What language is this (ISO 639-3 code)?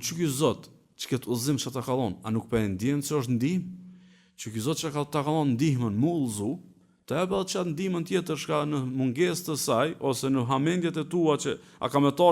sqi